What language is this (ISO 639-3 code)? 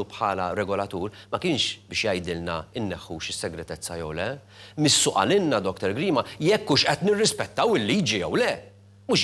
mlt